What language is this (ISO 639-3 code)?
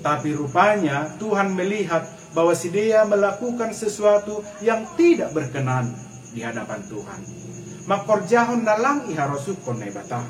bts